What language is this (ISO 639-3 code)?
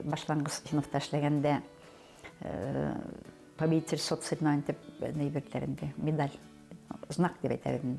bak